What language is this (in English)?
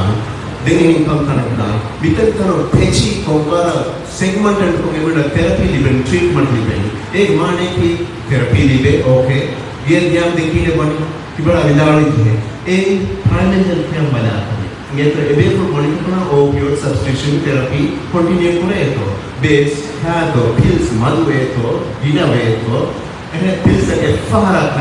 Divehi